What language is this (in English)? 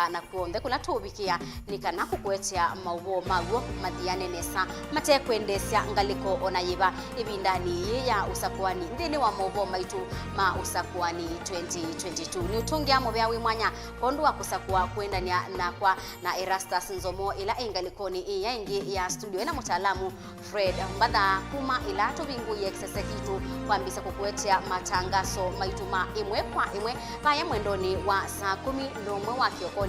Kamba